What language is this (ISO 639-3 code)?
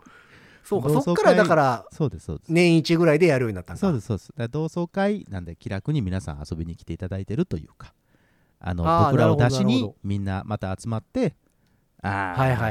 jpn